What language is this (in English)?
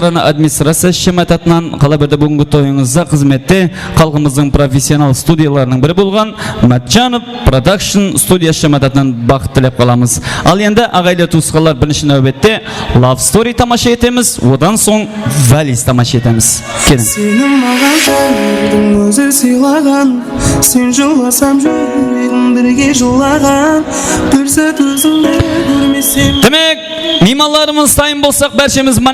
Kara-Kalpak